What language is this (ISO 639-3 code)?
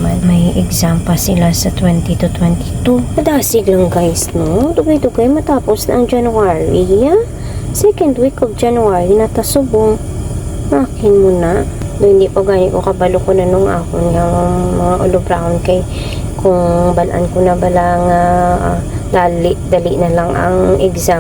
hil